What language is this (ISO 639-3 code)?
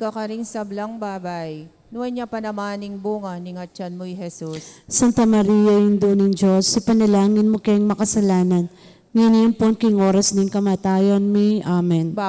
pam